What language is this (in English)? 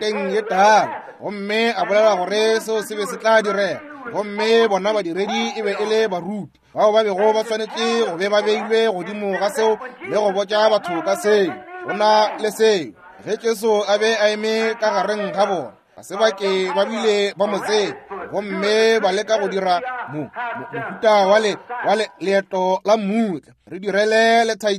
Northern Sotho